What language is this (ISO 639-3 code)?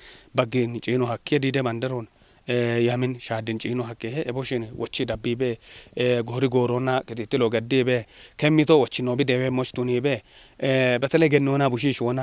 kbr